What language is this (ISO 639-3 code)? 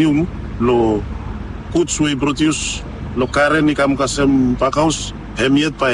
bis